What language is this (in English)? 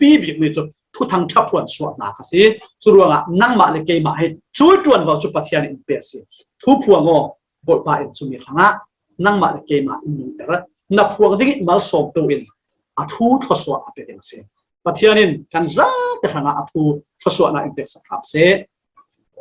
Falam Chin